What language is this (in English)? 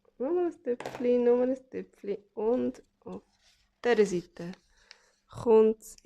Swiss German